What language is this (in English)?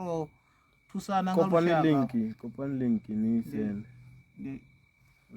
Venda